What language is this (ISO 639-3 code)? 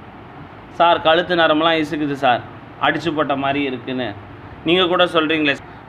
tam